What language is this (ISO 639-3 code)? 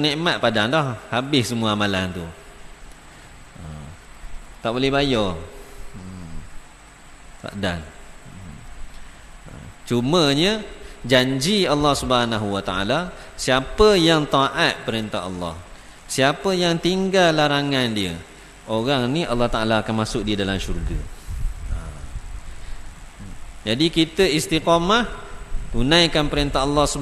msa